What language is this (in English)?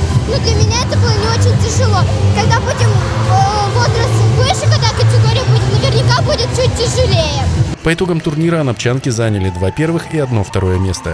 Russian